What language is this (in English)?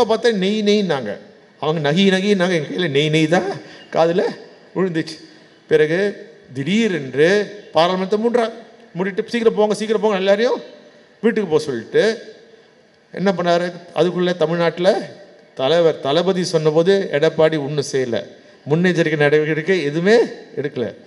Tamil